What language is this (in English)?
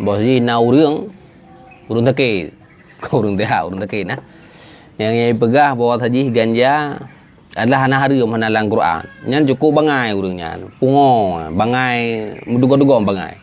Achinese